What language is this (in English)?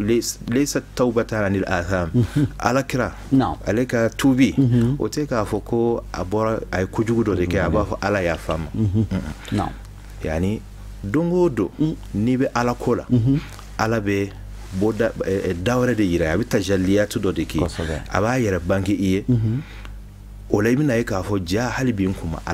Bambara